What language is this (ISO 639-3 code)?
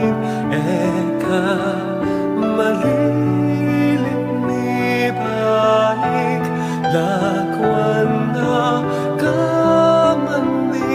pam